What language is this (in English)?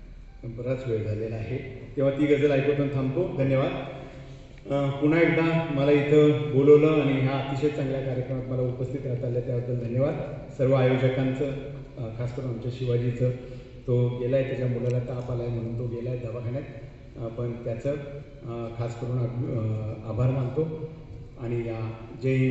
Marathi